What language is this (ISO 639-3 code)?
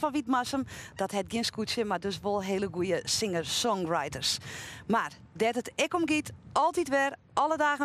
fry